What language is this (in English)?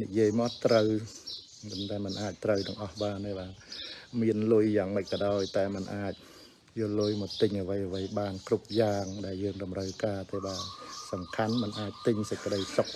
Khmer